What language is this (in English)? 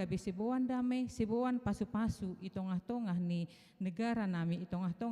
Batak Simalungun